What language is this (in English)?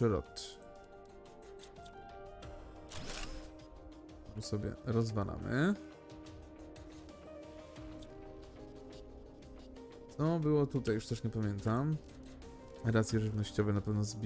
Polish